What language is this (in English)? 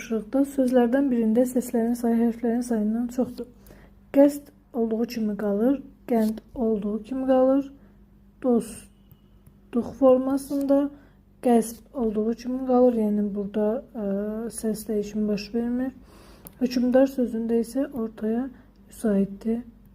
Azerbaijani